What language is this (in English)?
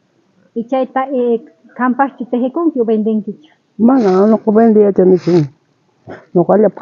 South Bolivian Quechua